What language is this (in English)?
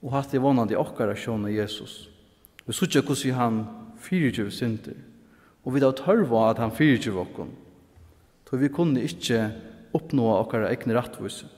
Faroese